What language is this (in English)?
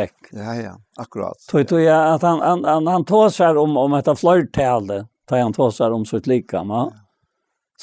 Faroese